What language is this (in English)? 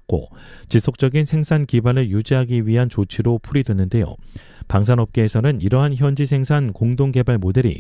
Korean